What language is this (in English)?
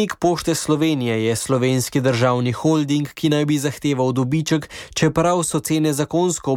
Slovenian